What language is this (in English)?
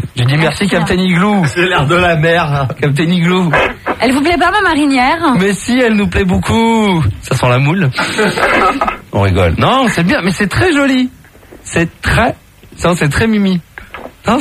French